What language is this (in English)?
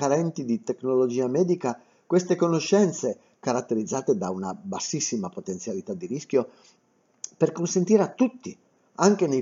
Italian